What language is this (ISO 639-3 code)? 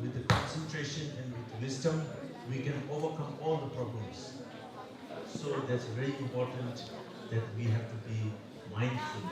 bod